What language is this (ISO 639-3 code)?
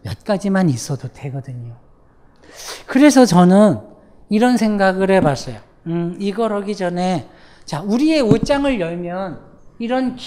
kor